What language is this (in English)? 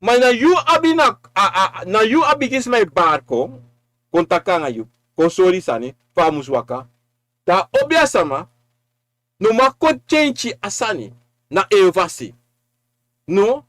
Sranan Tongo